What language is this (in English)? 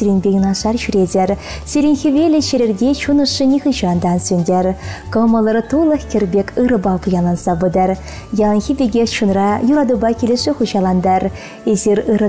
Chuvash